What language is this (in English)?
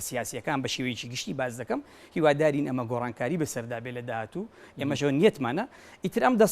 Central Kurdish